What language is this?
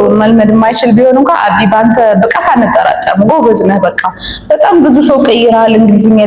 Amharic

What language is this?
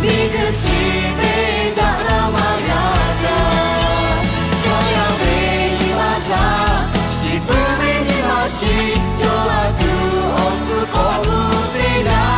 Lahu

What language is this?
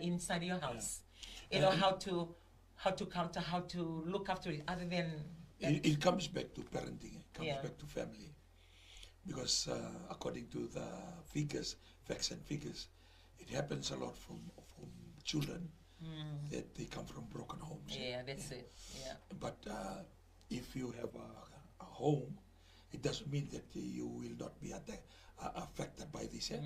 Fijian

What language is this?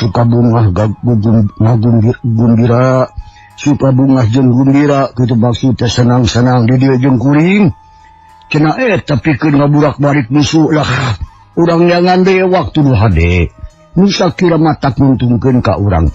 Sundanese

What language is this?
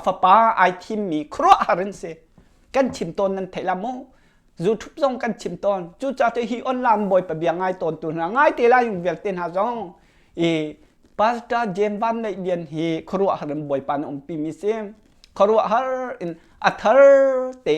Hakha Chin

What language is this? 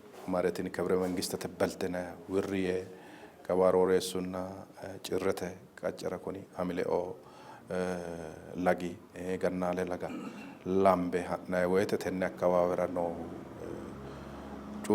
Sidamo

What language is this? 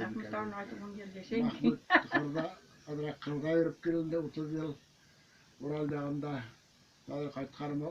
Bashkir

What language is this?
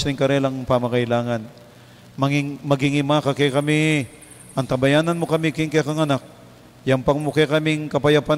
Pampanga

